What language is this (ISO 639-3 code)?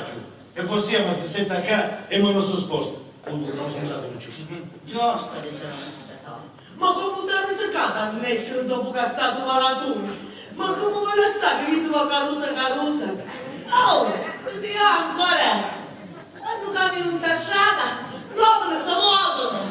scn